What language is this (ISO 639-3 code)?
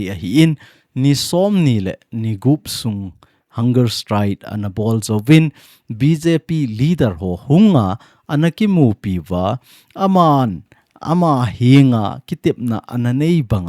tcz